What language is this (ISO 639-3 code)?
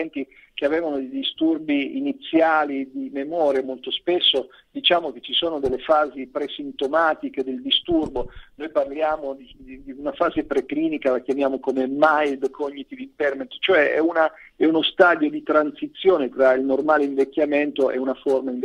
ita